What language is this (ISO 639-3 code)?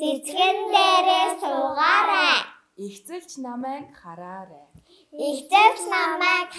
mon